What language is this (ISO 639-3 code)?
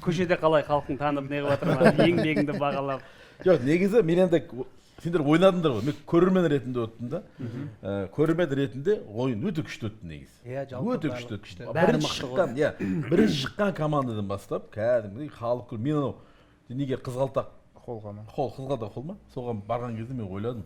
kaz